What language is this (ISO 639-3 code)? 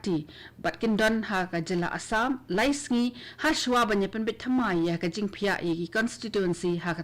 kha